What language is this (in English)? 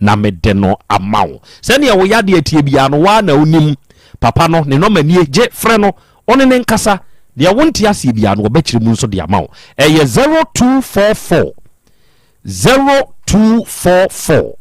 Akan